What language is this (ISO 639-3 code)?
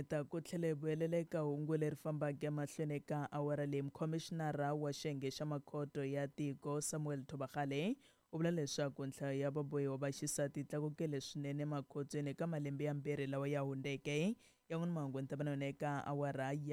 tso